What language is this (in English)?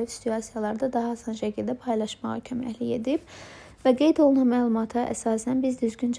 Azerbaijani